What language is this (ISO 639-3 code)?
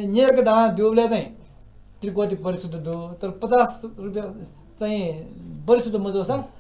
new